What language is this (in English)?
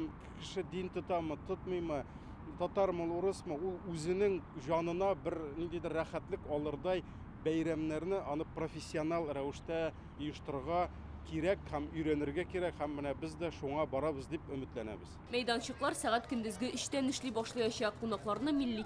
Tatar